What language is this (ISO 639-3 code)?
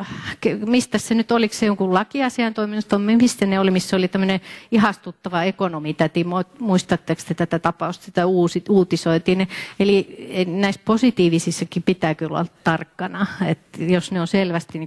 fin